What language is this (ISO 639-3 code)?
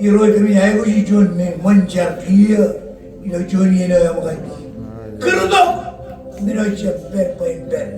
mah